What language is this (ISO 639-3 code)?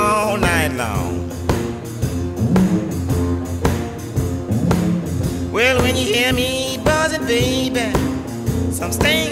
eng